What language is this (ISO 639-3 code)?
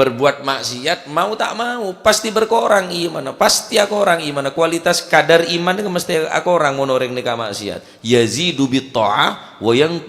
mad